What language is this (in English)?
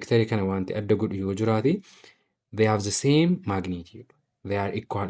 Oromo